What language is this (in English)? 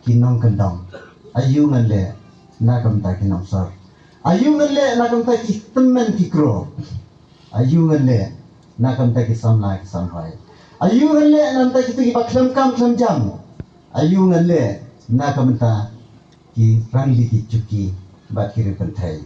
Khasi